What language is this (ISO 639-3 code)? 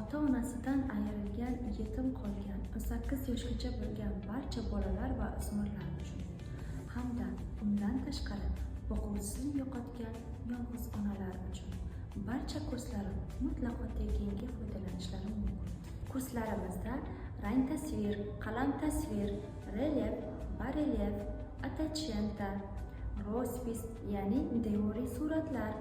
uzb